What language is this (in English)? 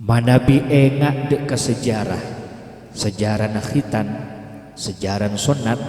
Madurese